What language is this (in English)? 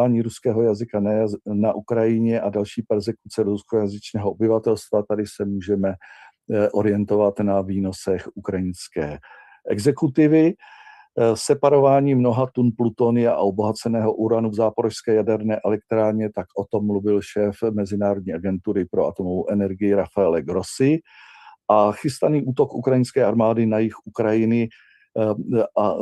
Czech